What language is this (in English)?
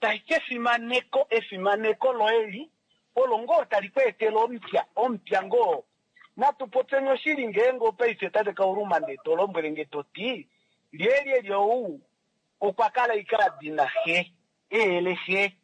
Kuanyama